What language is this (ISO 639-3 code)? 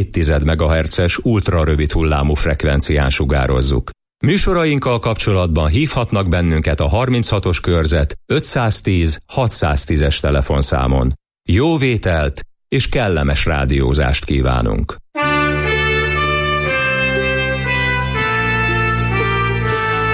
hun